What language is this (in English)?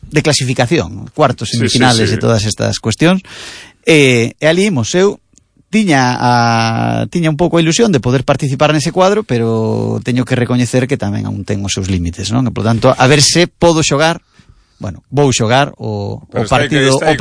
Galician